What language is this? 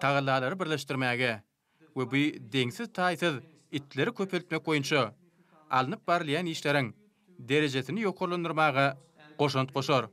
Turkmen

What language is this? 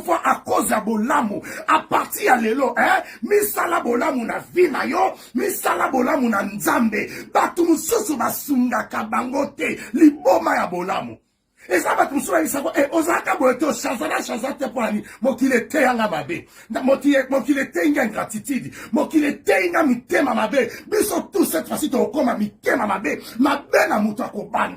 Lingala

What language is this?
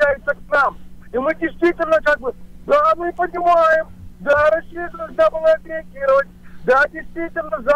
Russian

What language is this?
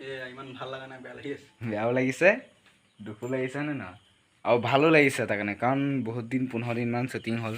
Assamese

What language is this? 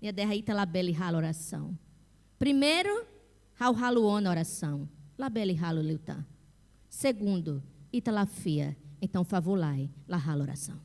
Tetum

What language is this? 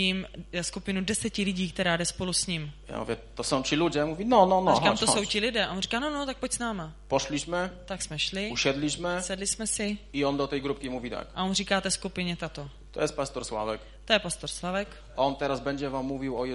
Polish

